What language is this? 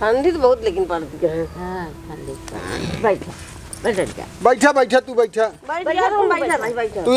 Awadhi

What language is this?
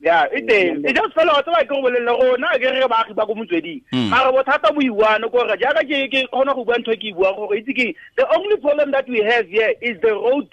Tswana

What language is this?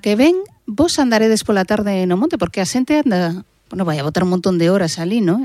Galician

